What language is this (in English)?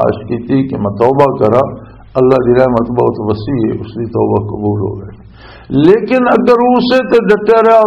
Western Panjabi